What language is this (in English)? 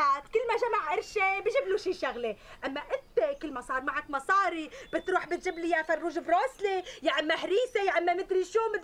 North Levantine Arabic